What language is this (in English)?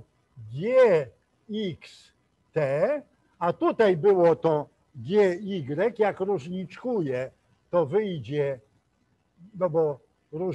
Polish